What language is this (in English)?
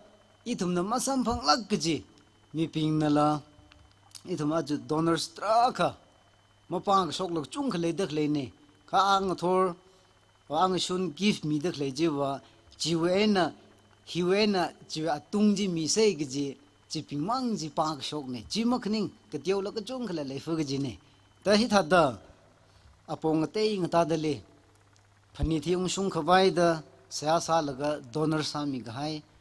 Tangkhul Naga (India)